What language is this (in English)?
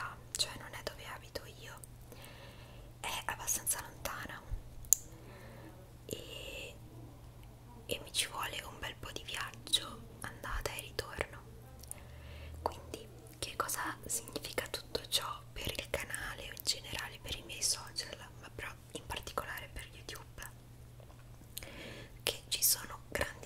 Italian